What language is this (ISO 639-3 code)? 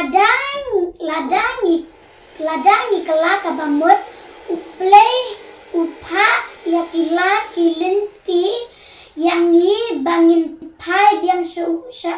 kha